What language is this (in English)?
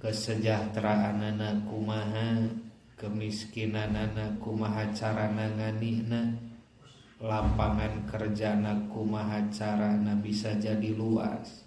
Sundanese